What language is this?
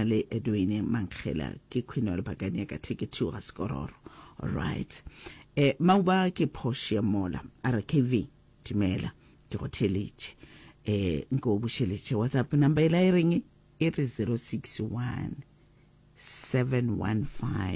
Northern Sotho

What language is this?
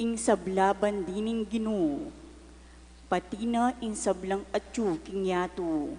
Pampanga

